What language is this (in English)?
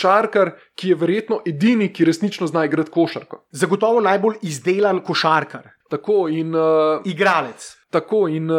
Slovenian